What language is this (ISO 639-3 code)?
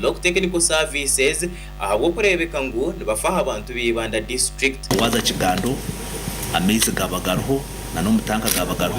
nyn